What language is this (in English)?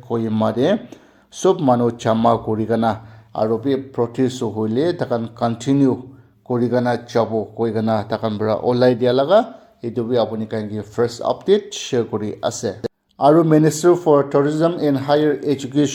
Naga Pidgin